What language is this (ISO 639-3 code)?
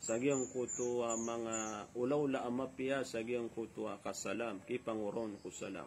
mrw